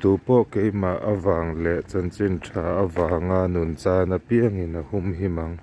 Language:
Mizo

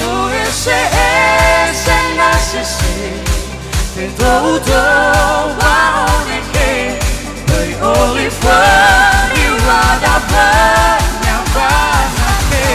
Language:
Nias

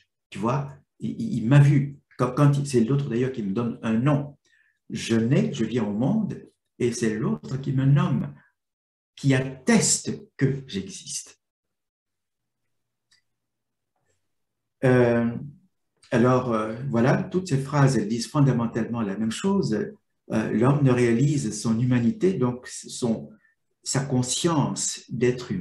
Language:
French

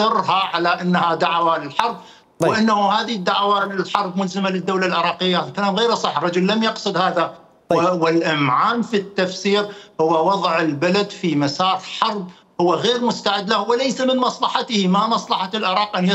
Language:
Mesopotamian Arabic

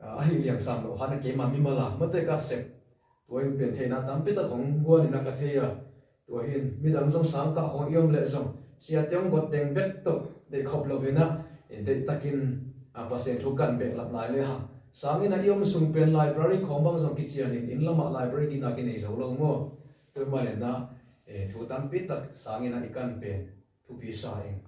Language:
Tedim Chin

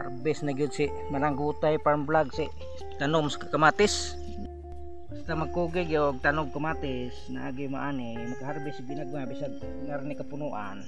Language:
Cebuano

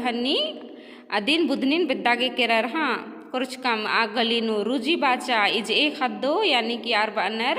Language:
Kurukh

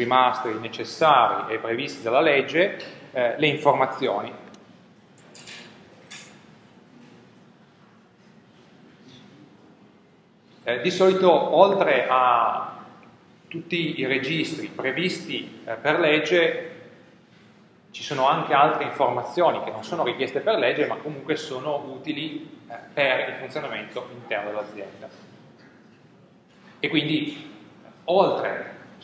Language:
Italian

